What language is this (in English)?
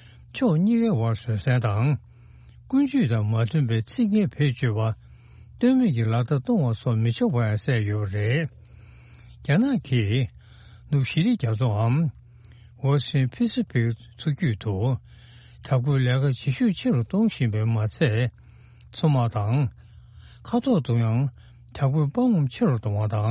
Tibetan